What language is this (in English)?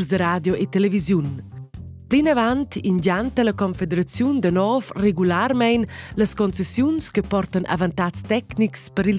Romansh